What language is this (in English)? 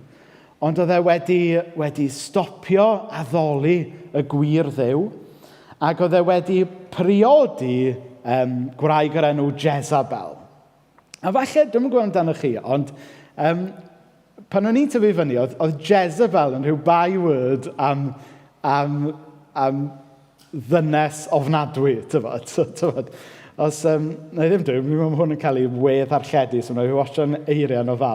Welsh